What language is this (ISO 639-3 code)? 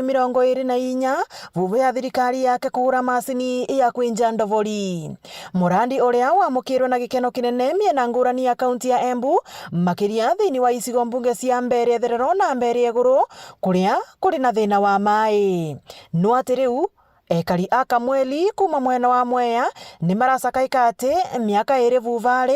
mer